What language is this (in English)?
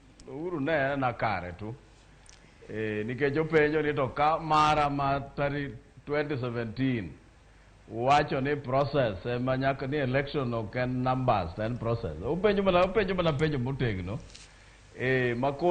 Luo (Kenya and Tanzania)